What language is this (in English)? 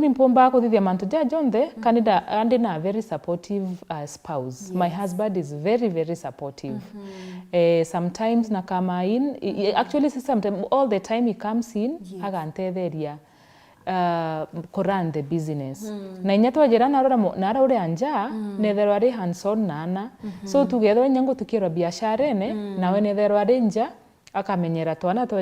Meru